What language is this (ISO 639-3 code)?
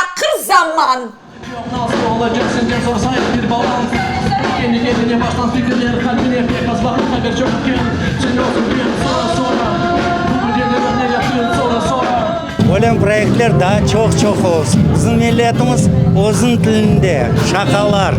crh